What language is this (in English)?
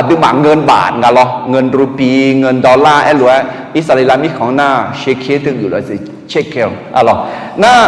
Akha